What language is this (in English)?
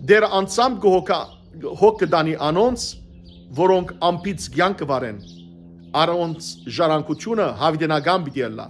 Western Armenian